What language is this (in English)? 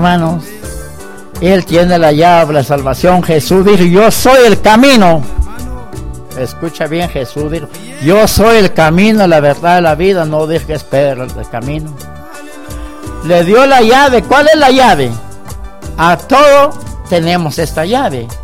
Spanish